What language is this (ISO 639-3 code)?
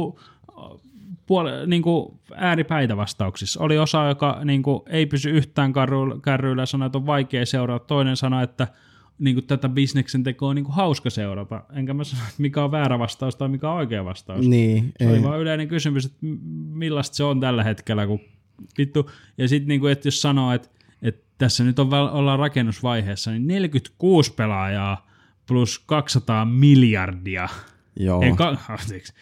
fin